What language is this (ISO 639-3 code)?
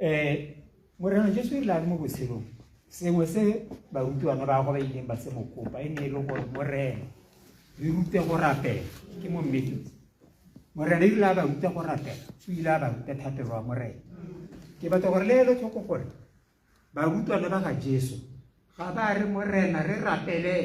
tsn